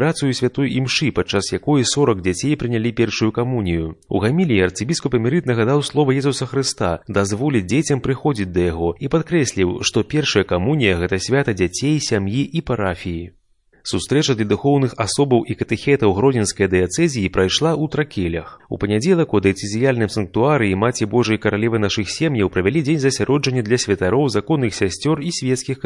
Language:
Belarusian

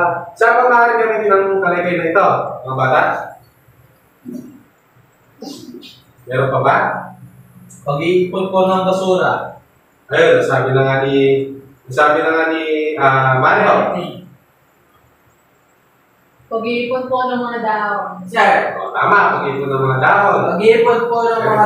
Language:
Filipino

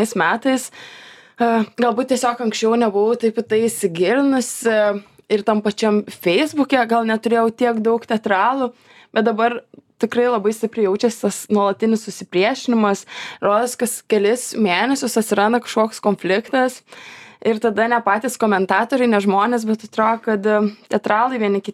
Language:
Lithuanian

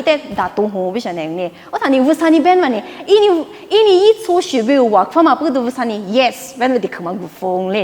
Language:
Lisu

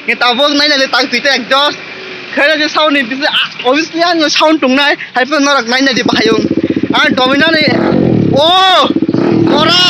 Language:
Kok Borok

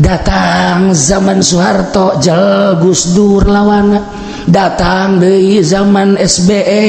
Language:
Sundanese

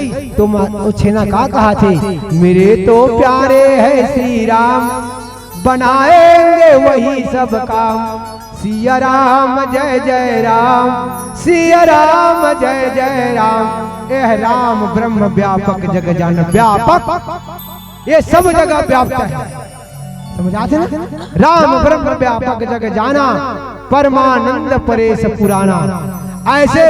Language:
Chhattisgarhi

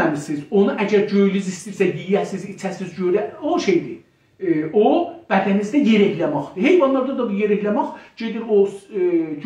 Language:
South Azerbaijani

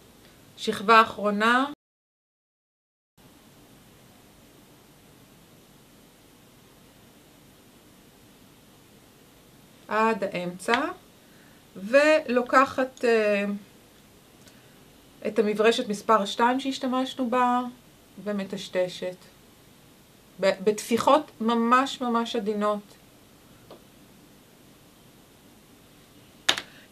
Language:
Hebrew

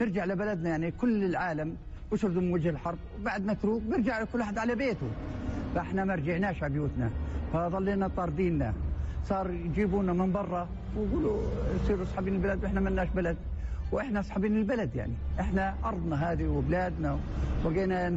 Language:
North Levantine Arabic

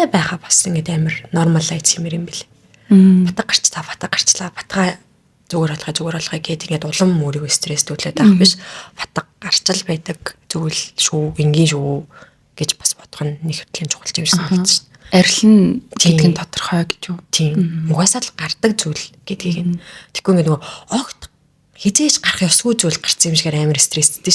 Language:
Mongolian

